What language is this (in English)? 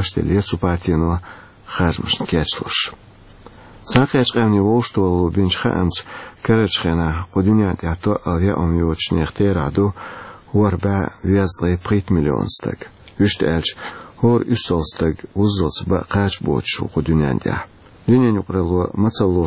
Chechen